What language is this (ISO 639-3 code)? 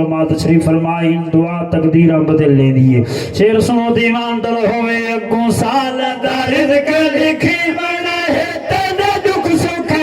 skr